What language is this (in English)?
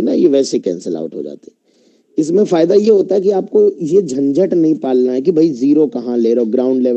Hindi